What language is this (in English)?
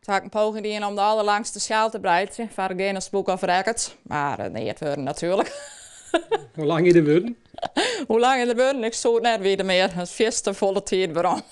Western Frisian